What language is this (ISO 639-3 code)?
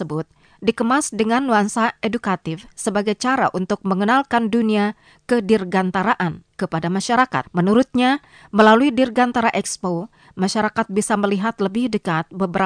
ind